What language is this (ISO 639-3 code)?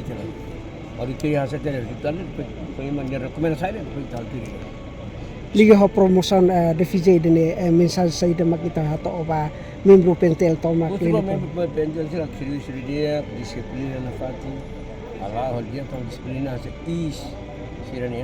tet